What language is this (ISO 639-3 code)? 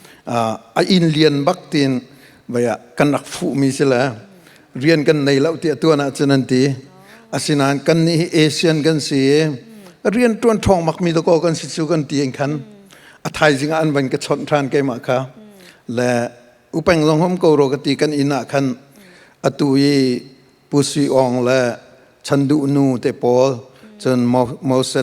cnh